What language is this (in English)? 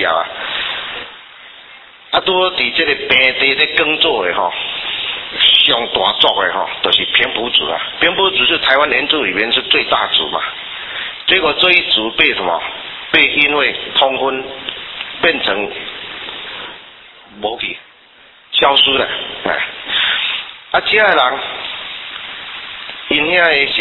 Min Nan Chinese